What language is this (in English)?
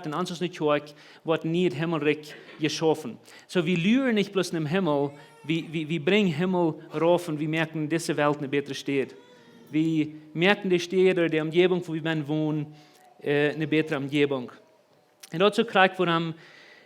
Plautdietsch